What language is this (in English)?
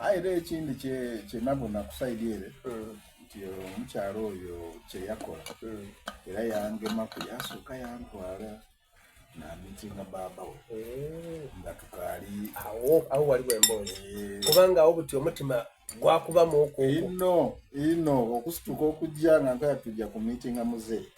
Soga